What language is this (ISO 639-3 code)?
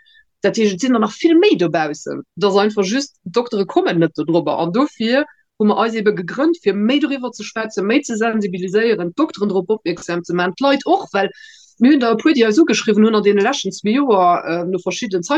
ltz